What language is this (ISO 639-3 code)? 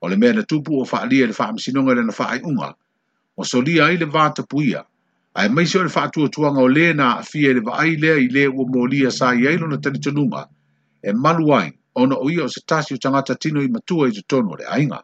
smo